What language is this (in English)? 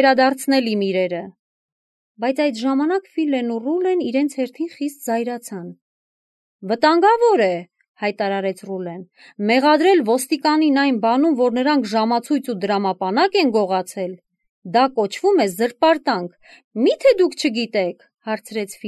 Armenian